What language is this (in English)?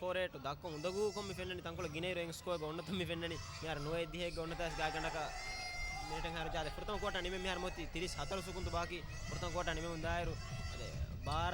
Divehi